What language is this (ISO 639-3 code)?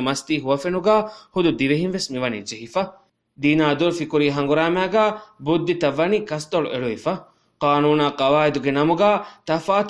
div